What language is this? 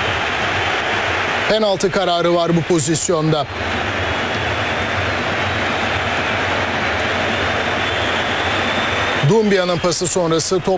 Turkish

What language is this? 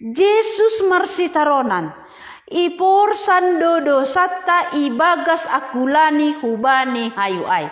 Batak Simalungun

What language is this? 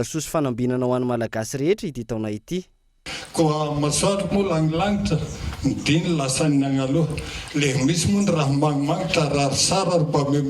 Malagasy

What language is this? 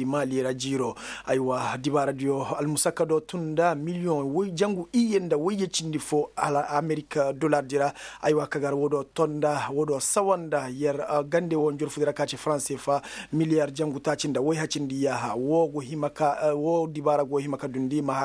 Koyraboro Senni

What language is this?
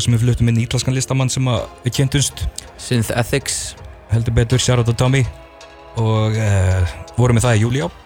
Icelandic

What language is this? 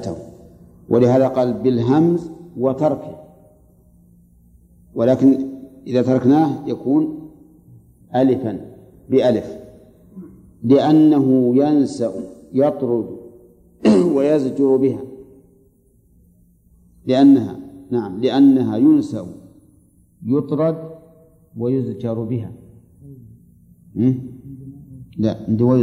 Arabic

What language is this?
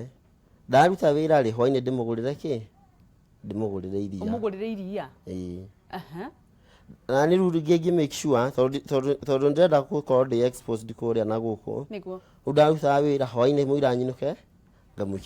Kikuyu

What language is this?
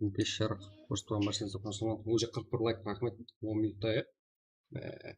Kara-Kalpak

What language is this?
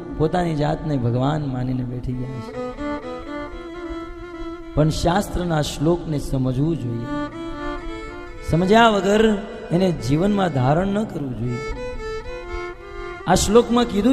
Gujarati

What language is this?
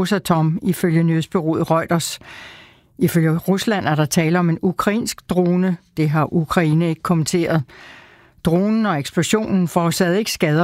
Danish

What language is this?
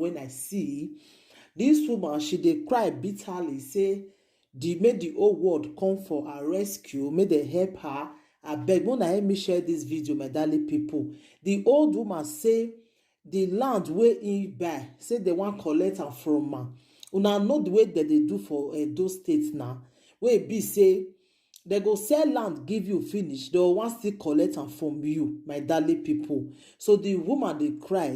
Nigerian Pidgin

